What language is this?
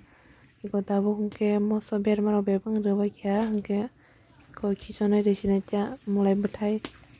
Kok Borok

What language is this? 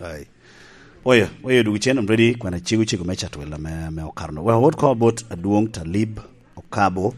Lango (Uganda)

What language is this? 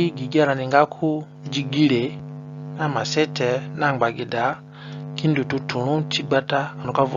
Zande (individual language)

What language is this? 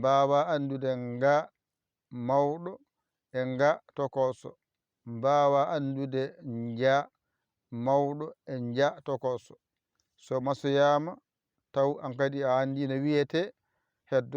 Fula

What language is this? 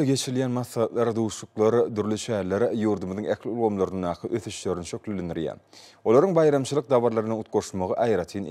Turkmen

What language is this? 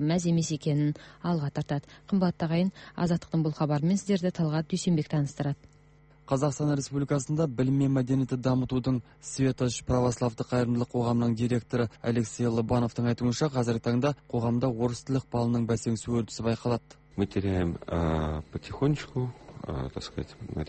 Kazakh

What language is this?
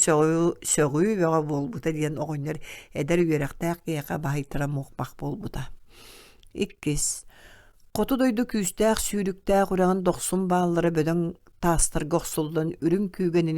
Yakut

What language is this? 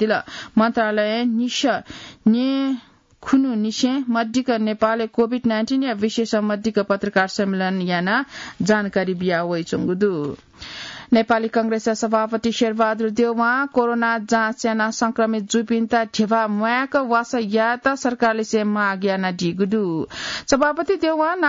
Newari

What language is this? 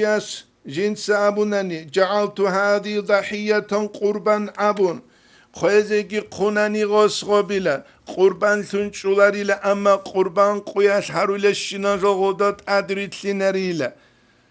Avaric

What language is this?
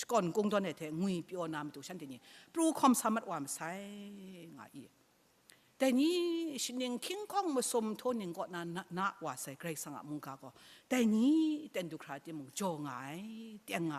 Kachin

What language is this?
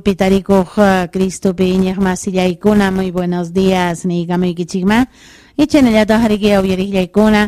Ayacucho Quechua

